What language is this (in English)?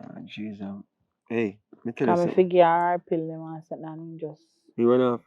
Jamaican Creole English